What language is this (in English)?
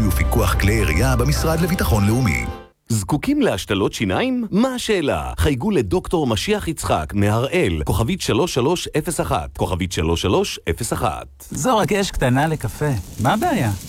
Hebrew